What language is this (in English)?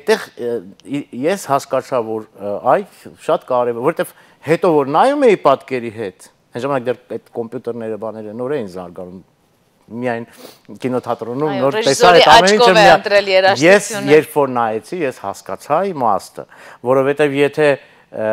Armenian